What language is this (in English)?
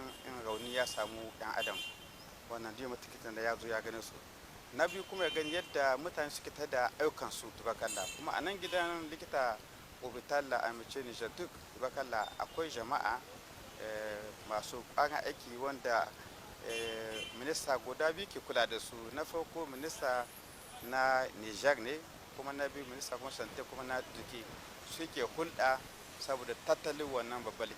Hausa